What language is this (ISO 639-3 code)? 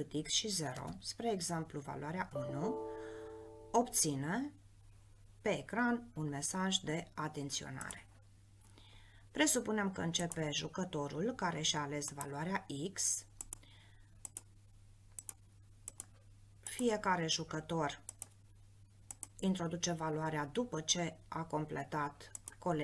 ron